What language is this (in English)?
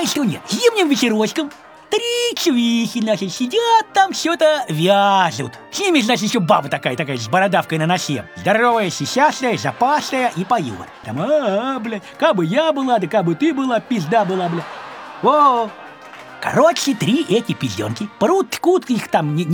Russian